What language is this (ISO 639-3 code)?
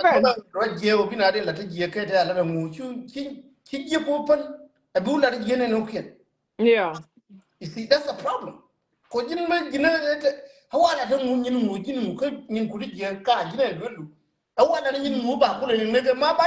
nus